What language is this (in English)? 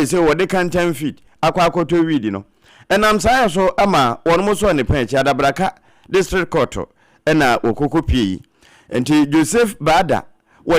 Akan